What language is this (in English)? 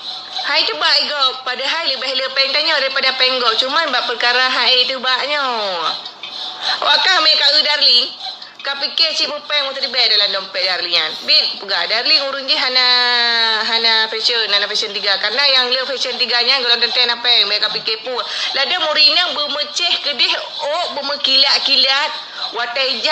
Achinese